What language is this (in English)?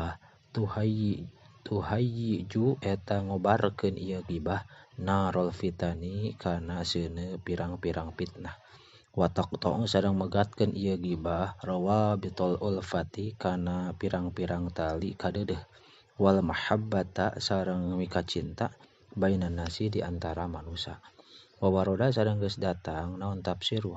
Sundanese